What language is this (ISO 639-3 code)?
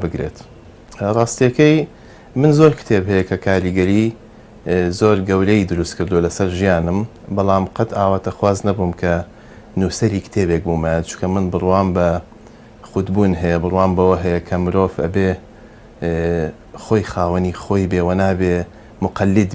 ckb